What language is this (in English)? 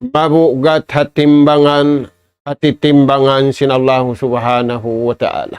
Tausug